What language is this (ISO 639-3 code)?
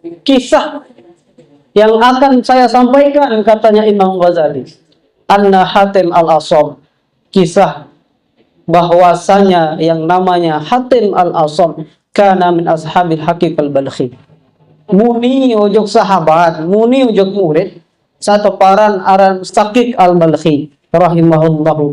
sas